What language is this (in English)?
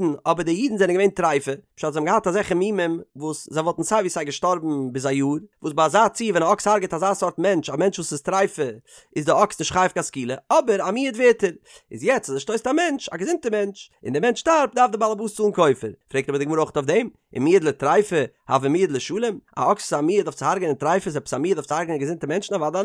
Yiddish